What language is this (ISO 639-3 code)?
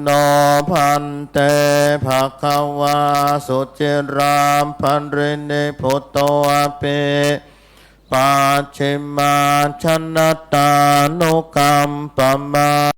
pli